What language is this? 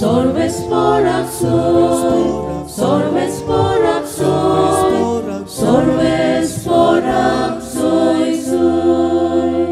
Konkani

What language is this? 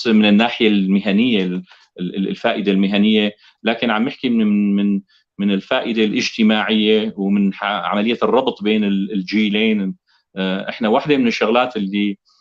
North Levantine Arabic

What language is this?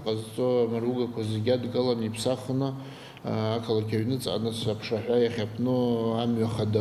Abkhazian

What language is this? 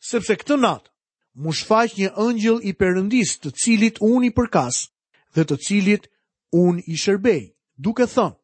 Albanian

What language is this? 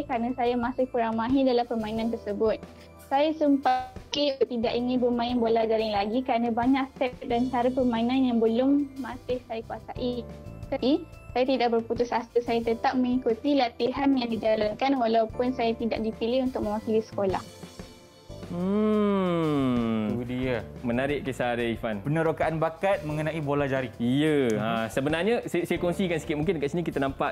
Malay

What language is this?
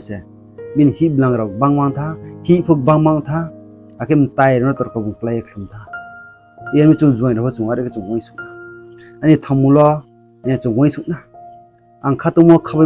Riang (India)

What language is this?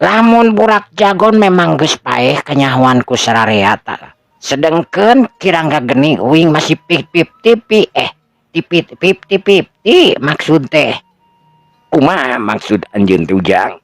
Sundanese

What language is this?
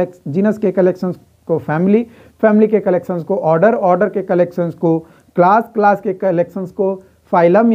Hindi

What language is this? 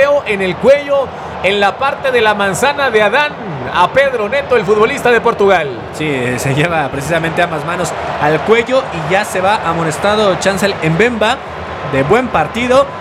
Spanish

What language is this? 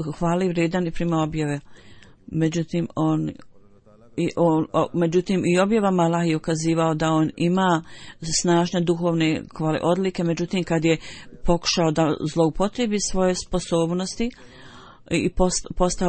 Bosnian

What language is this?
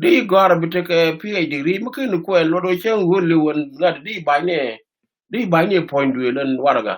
Nuer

